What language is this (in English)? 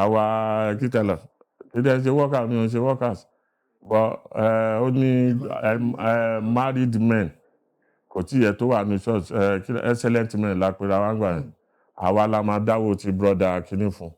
Yoruba